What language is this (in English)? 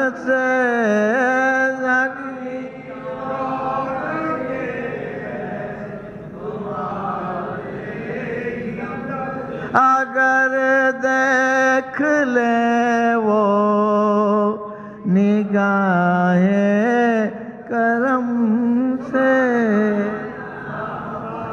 Urdu